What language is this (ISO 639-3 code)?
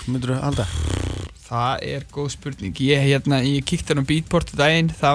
isl